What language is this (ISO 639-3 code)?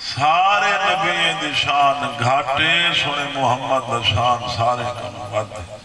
skr